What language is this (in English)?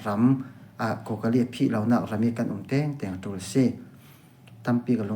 Falam Chin